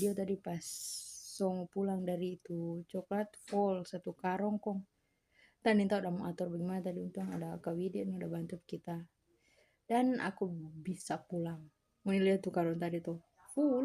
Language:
Manado Malay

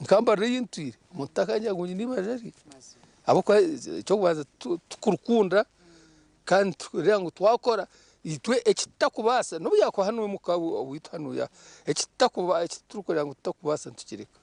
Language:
Nyankole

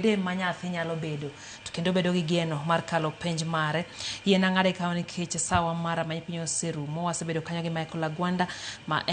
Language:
Luo (Kenya and Tanzania)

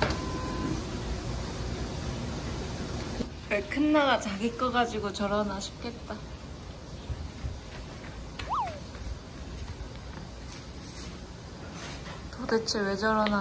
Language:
Korean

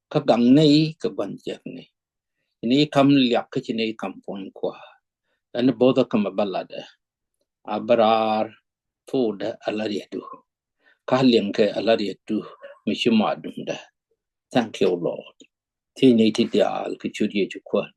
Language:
Nuer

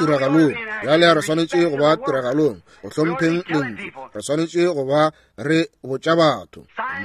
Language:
Northern Sotho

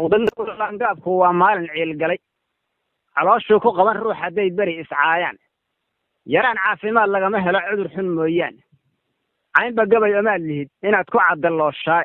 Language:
Somali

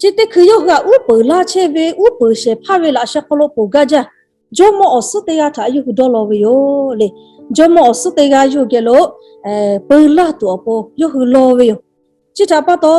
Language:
Lahu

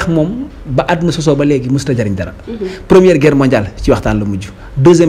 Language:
Wolof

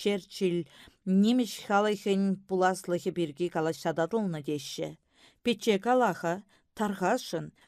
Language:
Chuvash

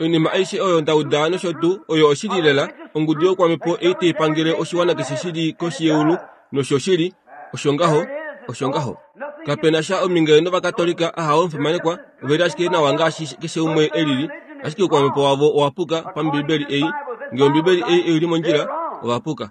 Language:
Kuanyama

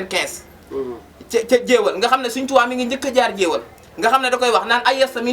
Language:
Wolof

